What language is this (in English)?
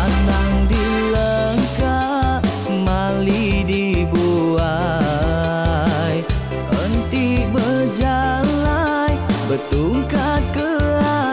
Iban